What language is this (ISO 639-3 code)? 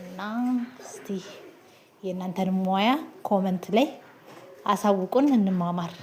amh